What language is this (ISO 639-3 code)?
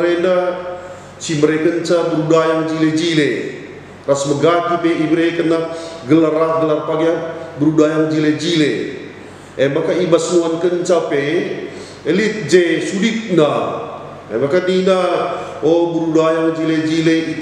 btx